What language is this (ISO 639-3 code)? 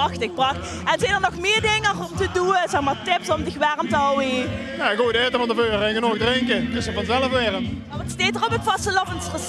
lim